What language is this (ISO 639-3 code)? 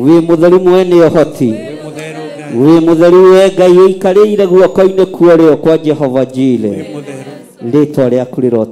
kik